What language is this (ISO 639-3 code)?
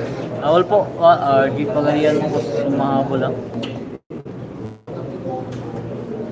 fil